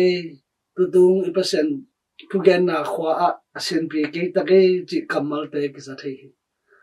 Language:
Tedim Chin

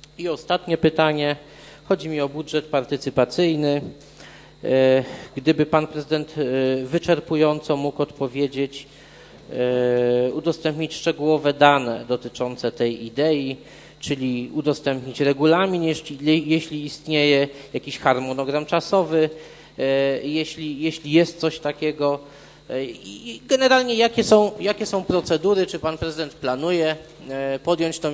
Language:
Polish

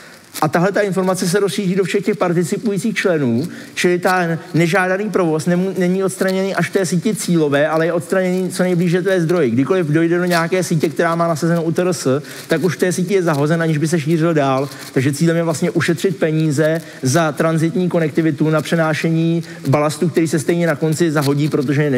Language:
Czech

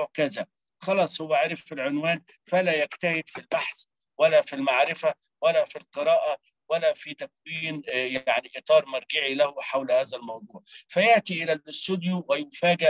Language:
Arabic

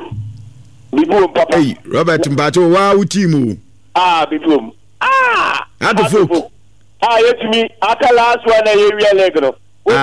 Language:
Akan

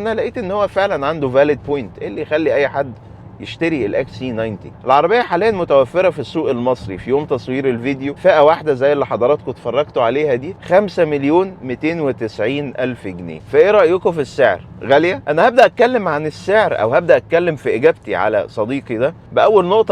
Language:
Egyptian Arabic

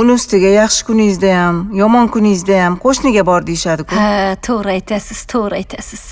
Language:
Uzbek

